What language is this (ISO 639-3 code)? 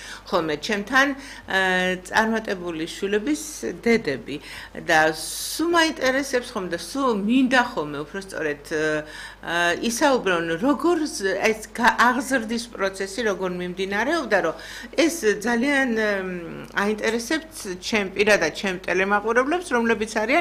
kat